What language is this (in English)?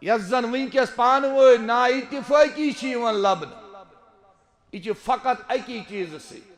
Kashmiri